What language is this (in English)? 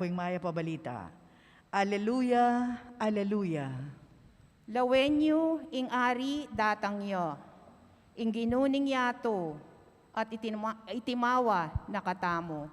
Pampanga